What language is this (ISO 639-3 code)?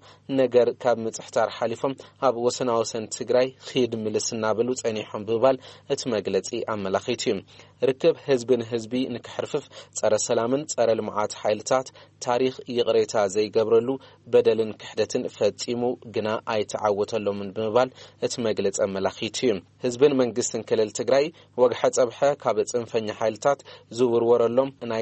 tir